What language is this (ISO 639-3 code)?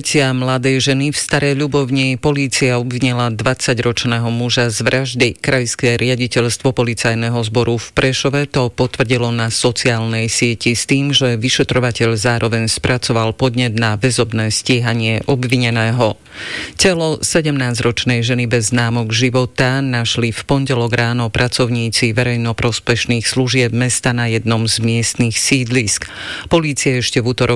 slk